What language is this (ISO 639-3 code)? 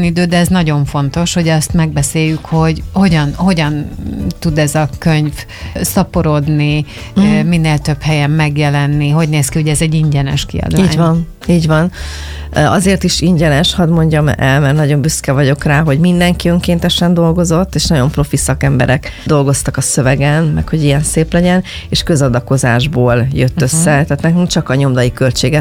hun